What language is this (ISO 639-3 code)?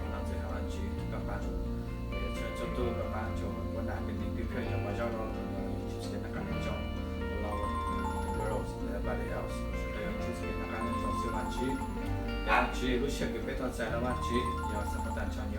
hmn